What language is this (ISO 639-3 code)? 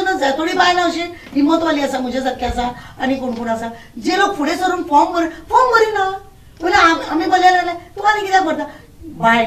kok